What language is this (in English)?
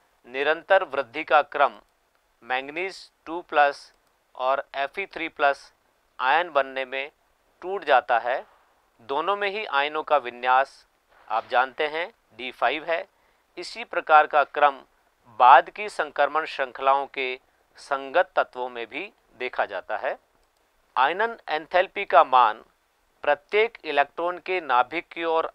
Hindi